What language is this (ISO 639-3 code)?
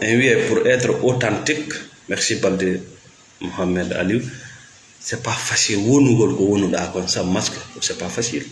ful